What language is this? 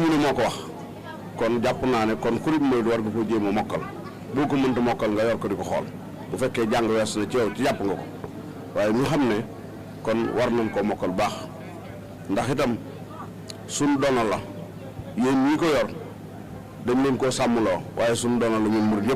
Wolof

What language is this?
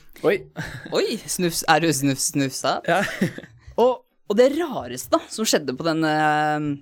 Norwegian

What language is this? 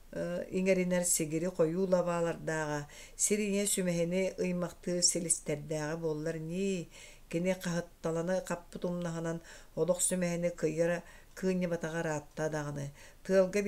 Yakut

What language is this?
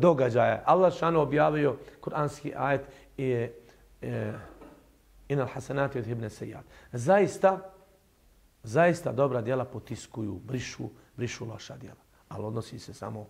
Bosnian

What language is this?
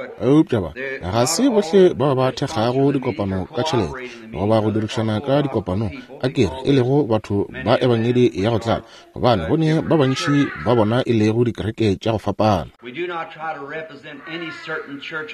Northern Sotho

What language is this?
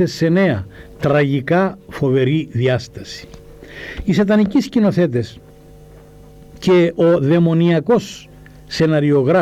Greek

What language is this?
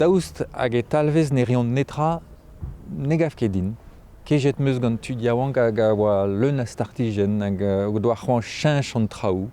Breton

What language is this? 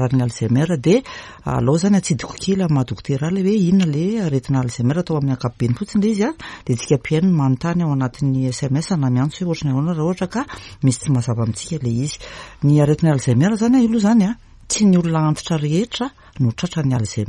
Malagasy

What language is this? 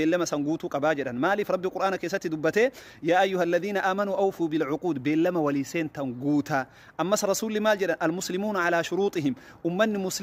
Oromo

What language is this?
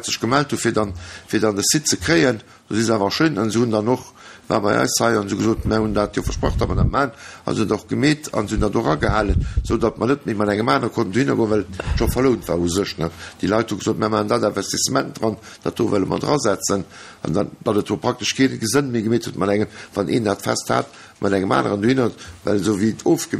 Luxembourgish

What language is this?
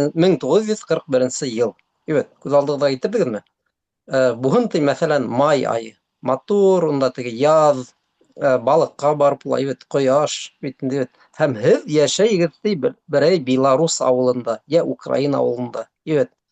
Bashkir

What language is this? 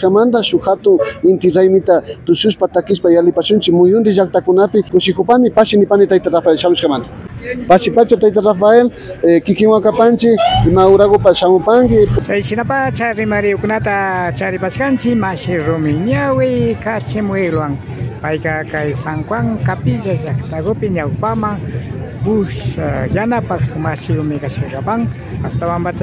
Imbabura Highland Quichua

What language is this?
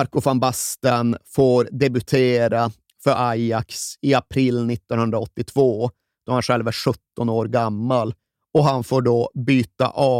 Swedish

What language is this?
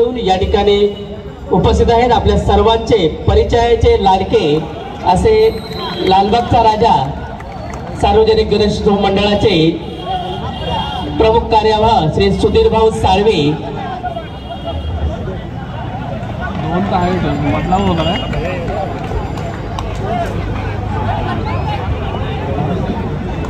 Marathi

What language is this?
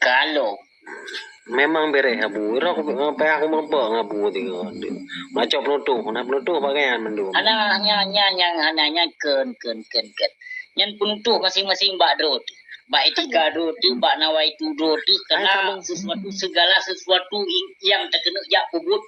Achinese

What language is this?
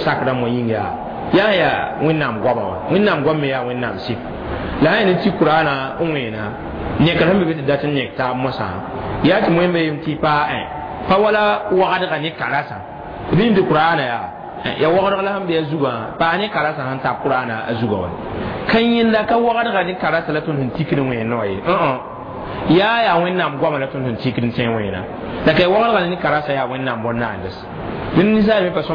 Mossi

